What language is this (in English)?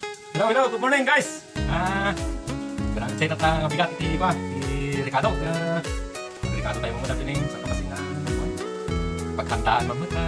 Iloko